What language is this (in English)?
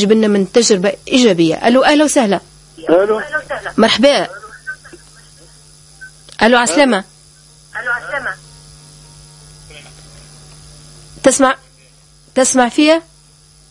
Tunisian Arabic